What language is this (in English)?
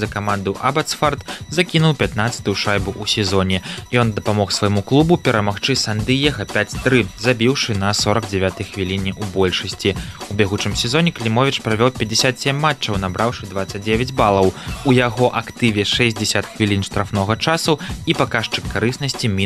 Belarusian